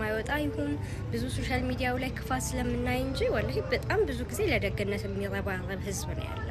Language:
Amharic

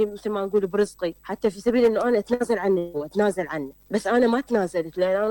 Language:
Mesopotamian Arabic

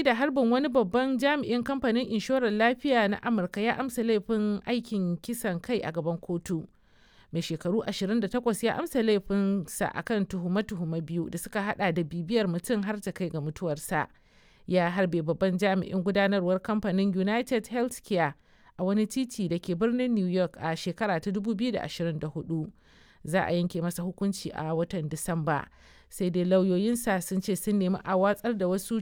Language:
Hausa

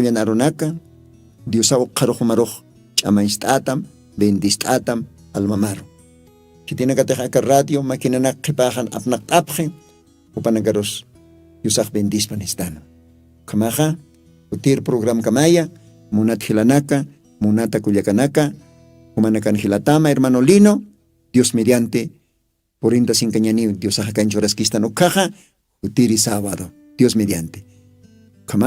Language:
Aymara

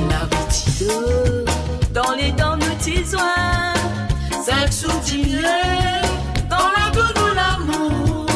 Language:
Morisyen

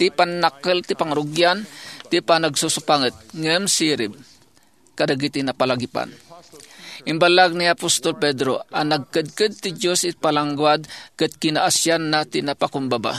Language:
Iloko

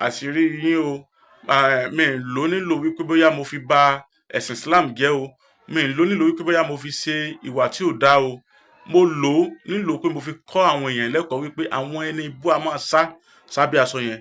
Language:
Yoruba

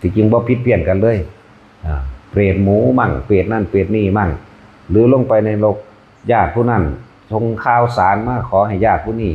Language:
Northeastern Thai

